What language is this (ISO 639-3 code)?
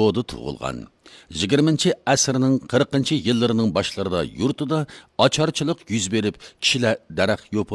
uig